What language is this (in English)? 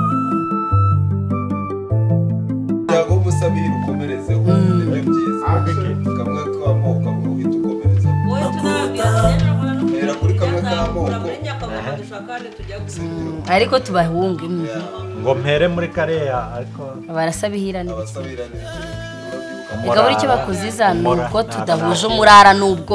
Kinyarwanda